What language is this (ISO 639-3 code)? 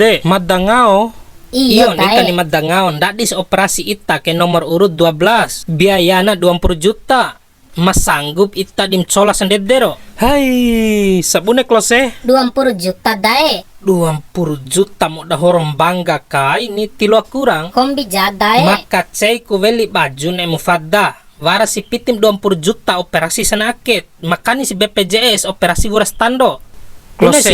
bhp